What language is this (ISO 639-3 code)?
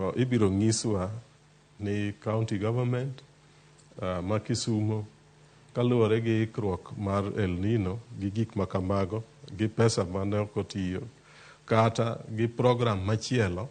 luo